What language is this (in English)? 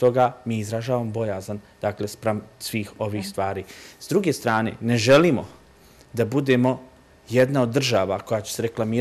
Bosnian